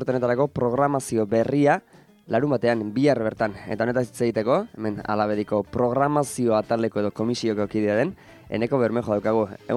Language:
Basque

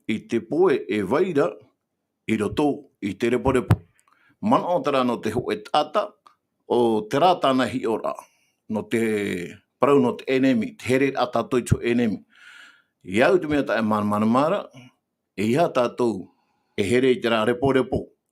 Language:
Tahitian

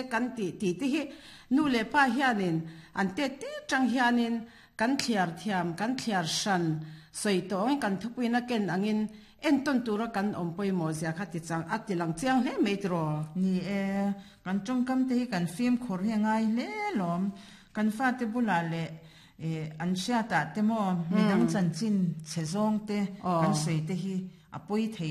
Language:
Mizo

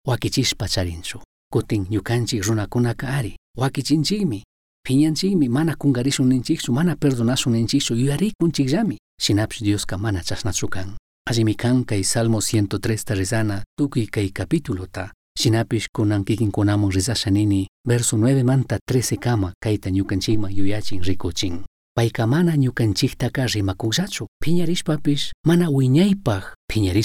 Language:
Chimborazo Highland Quichua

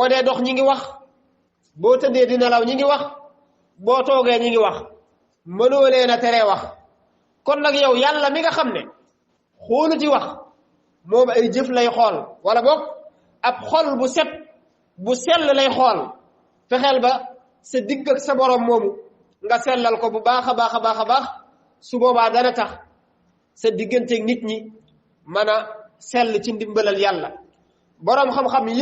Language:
Wolof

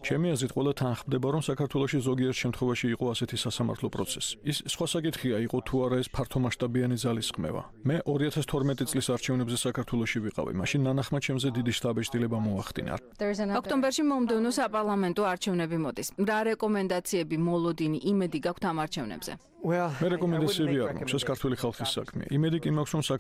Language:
Georgian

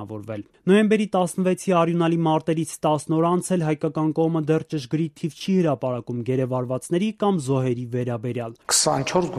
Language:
Armenian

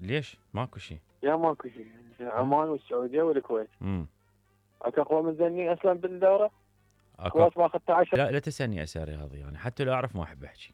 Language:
Mesopotamian Arabic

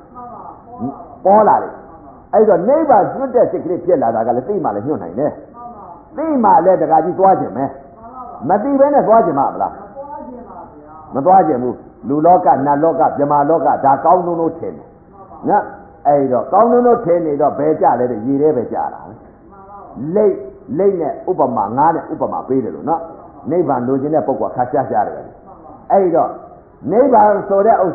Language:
Burmese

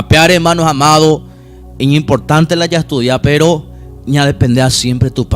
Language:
Guarani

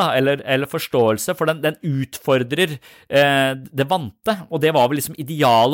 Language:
Norwegian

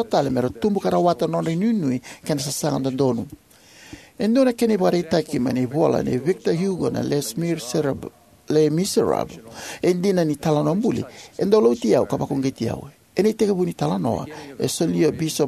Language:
Fijian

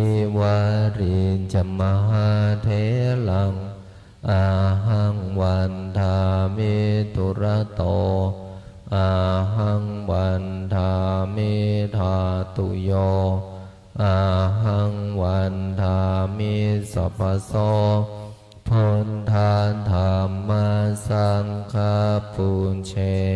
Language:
Pali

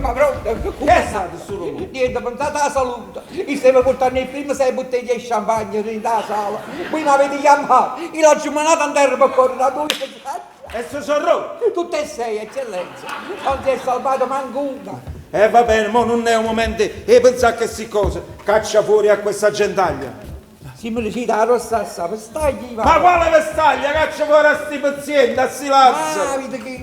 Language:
Neapolitan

